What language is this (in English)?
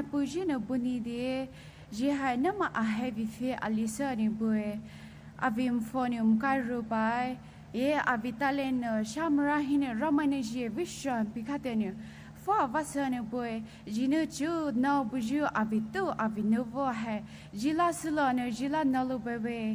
Poumei Naga